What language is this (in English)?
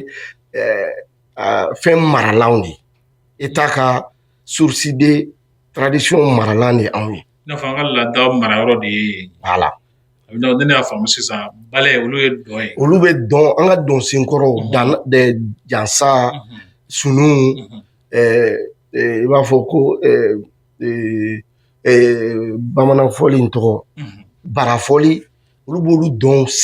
Bambara